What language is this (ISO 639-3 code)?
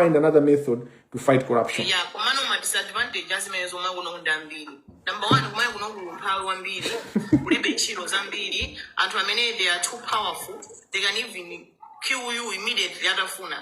nya